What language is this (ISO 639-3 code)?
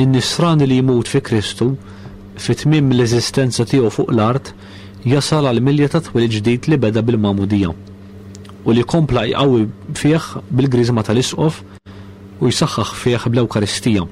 mlt